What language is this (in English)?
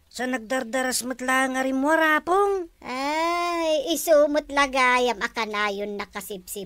Iloko